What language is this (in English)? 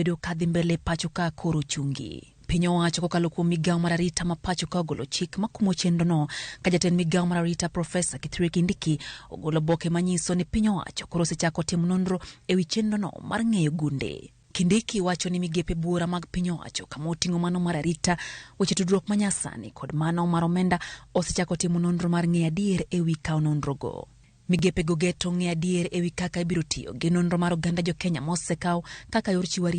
Luo (Kenya and Tanzania)